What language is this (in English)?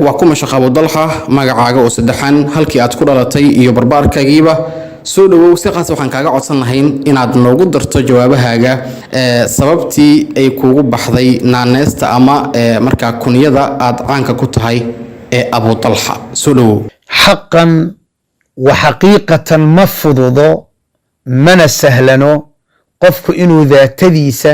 Somali